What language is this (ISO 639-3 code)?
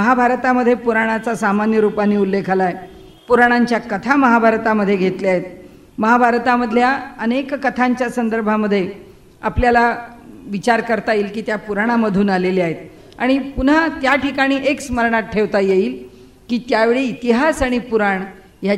mar